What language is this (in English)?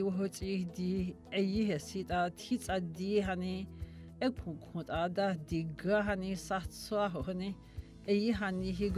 Dogrib